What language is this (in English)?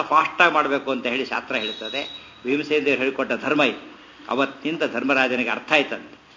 Kannada